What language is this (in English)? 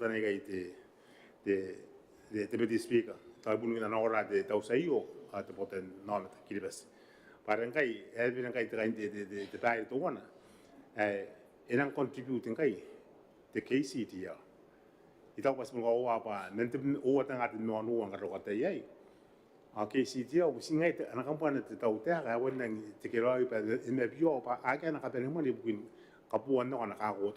Gilbertese